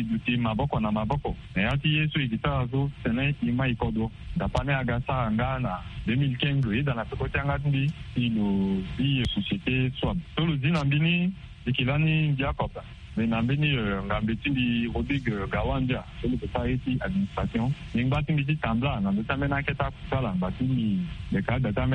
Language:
Sango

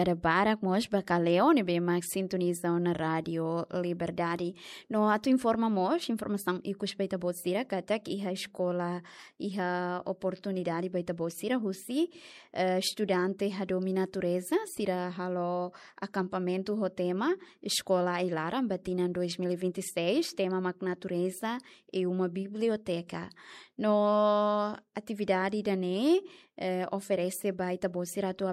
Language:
Tetum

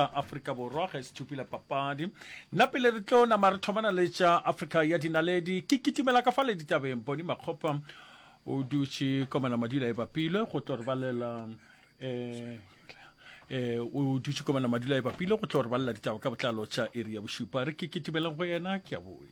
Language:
Northern Sotho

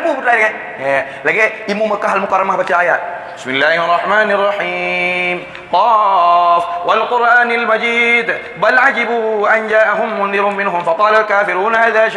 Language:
Achinese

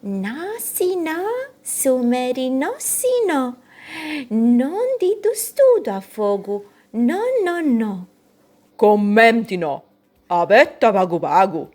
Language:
Sardinian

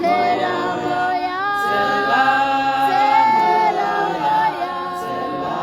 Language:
Tswana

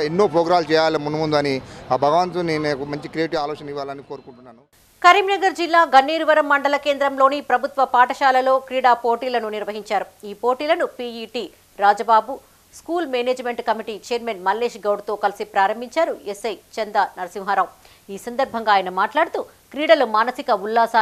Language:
Telugu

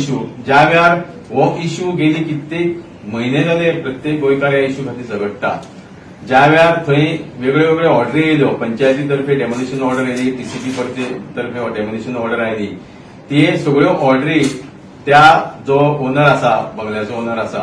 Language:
Konkani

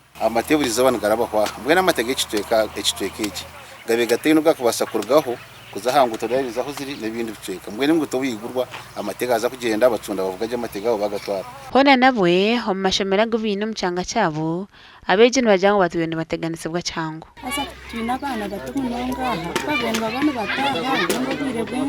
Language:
Nyankole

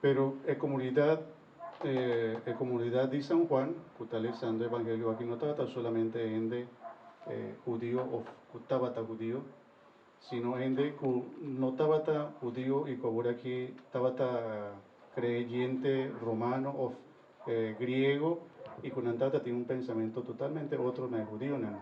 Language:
Papiamento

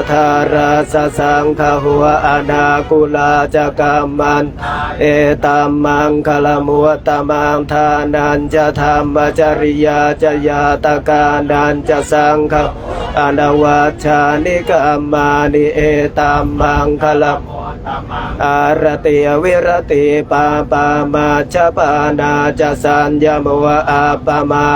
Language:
Pali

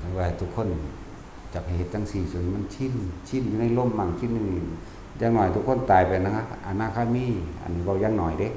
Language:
Northeastern Thai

